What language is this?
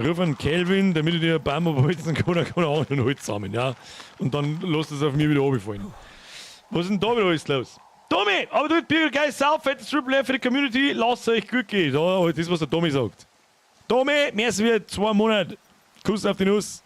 Bavarian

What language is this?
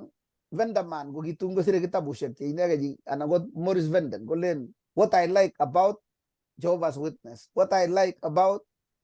Kalenjin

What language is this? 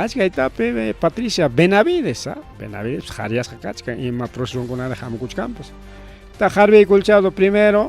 Ayacucho Quechua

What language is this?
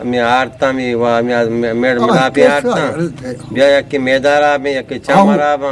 Eastern Balochi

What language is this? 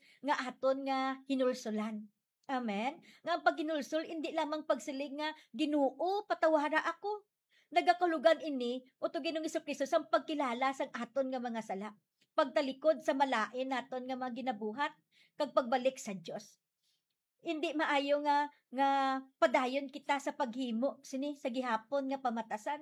Hiligaynon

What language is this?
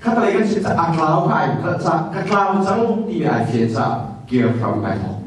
Hakha Chin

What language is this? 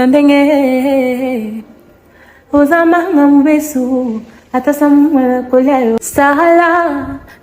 Lingala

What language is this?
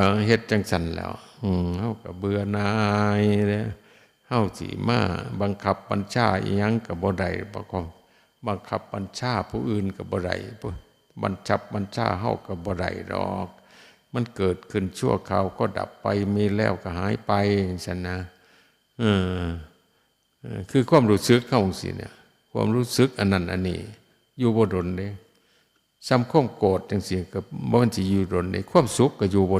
Northeastern Thai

